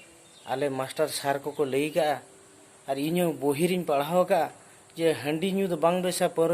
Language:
Santali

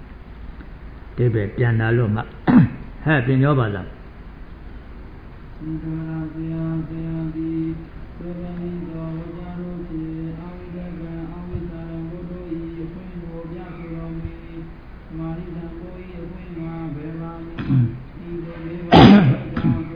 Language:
Burmese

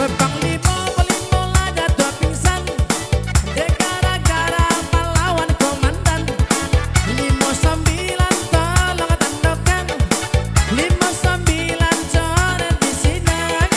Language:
Minangkabau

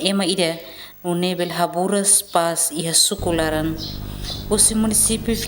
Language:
Tetum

